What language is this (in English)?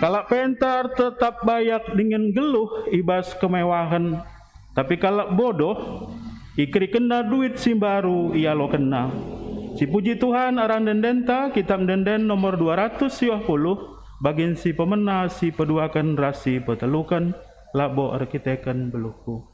Batak Karo